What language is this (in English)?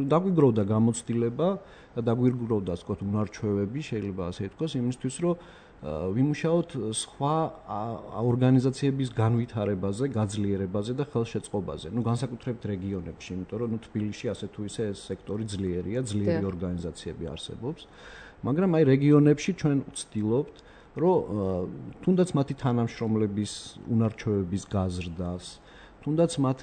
Georgian